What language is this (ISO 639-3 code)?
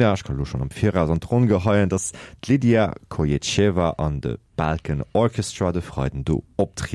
ltz